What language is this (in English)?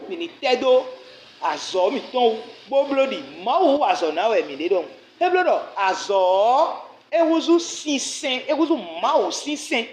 Fon